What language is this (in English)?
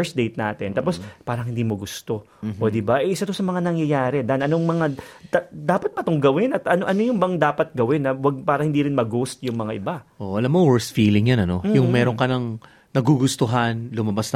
Filipino